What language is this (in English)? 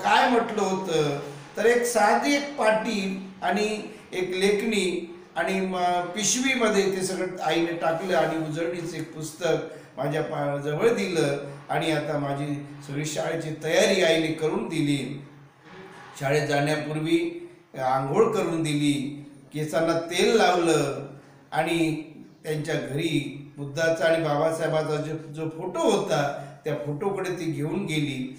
Marathi